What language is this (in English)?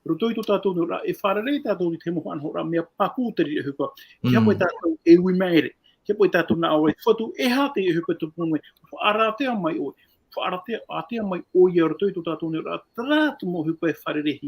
Tahitian